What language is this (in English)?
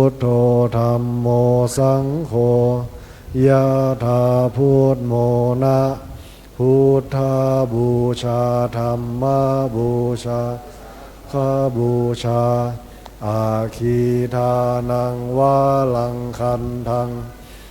Pali